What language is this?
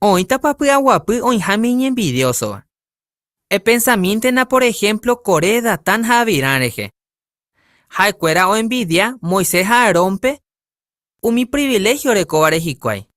Guarani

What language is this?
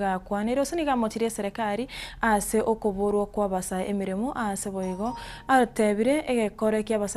Gusii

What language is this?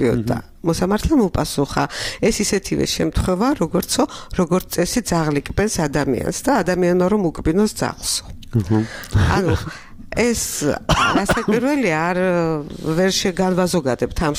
Georgian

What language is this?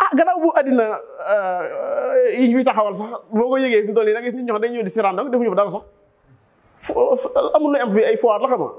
Wolof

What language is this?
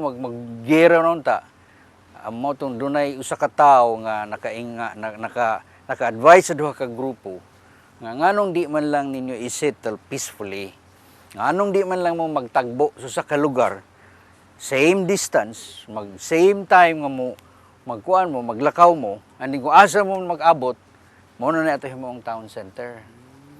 Cebuano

